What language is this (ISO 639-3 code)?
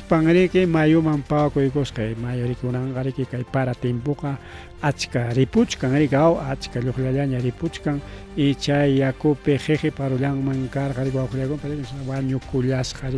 quy